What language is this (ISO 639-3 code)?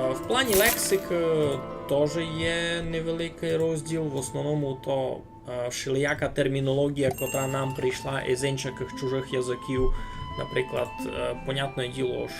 rue